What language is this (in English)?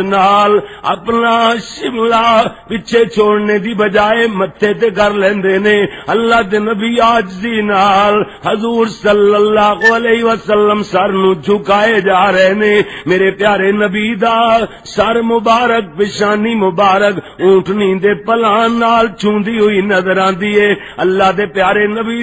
Western Panjabi